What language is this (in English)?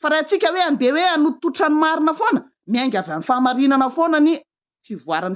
Malagasy